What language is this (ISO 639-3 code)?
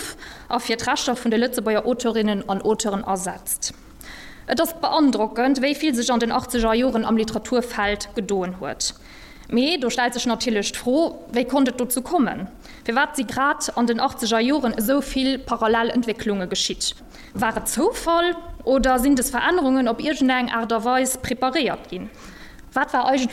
ltz